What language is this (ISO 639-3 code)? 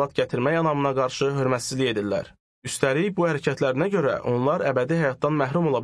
aze